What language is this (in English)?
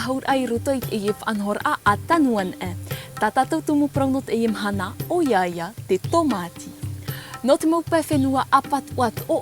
Tahitian